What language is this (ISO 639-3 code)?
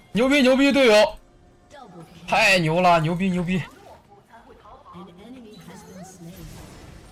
zho